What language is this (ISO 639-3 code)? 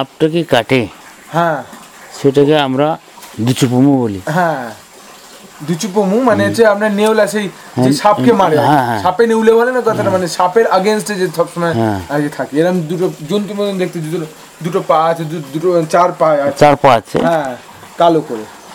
ben